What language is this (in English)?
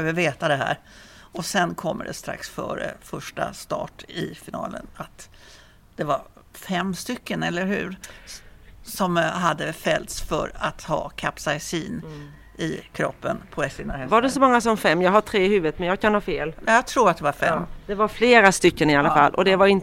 Swedish